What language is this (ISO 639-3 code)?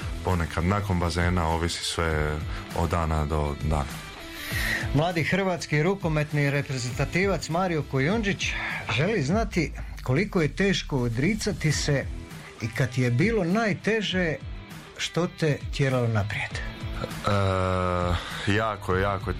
hrv